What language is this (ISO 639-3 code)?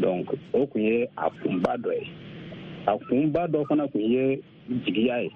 bam